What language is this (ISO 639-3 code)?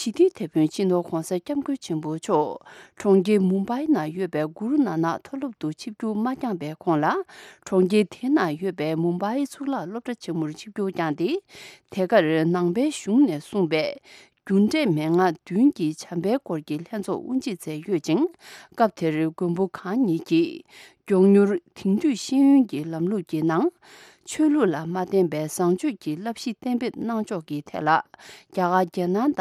bod